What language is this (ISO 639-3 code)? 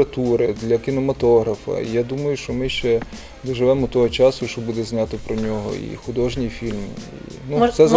ukr